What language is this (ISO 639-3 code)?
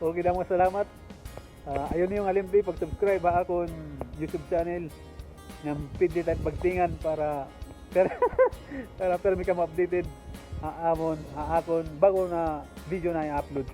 war